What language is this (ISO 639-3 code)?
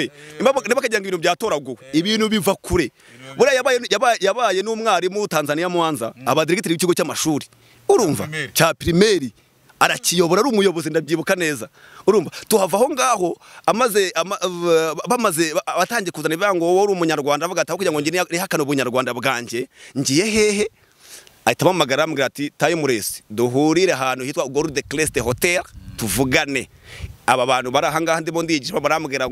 kin